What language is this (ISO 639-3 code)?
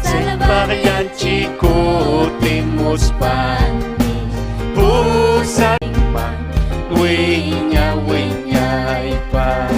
quy